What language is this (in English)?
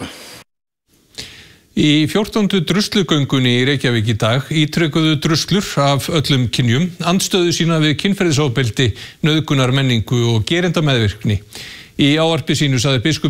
Icelandic